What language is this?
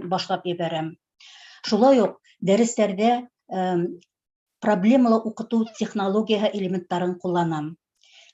Bashkir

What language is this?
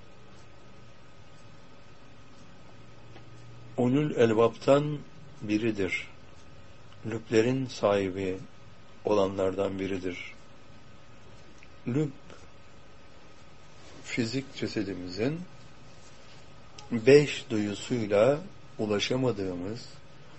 Turkish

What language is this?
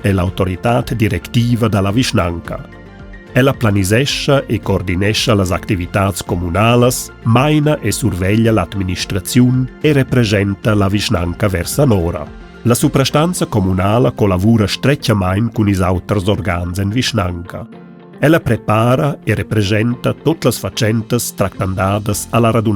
Romansh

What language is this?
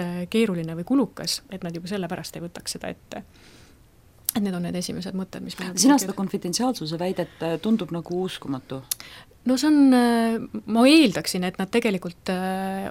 Estonian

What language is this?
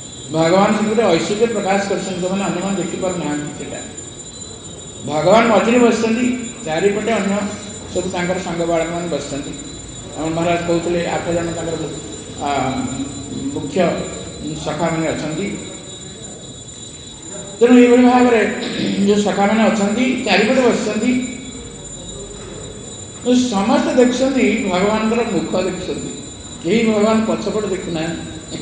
Odia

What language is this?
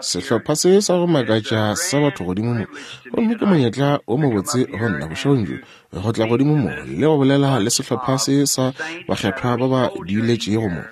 Northern Sotho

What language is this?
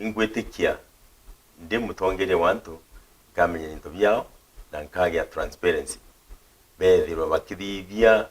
Meru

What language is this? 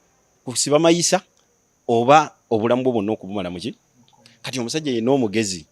Ganda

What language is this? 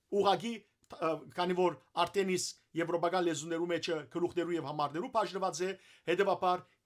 Western Armenian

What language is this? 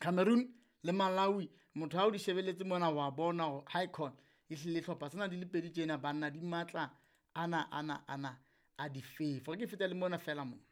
Southern Sotho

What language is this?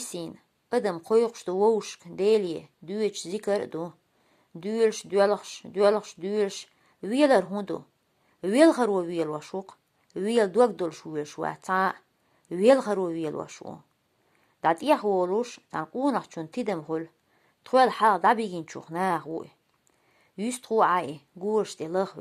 Chechen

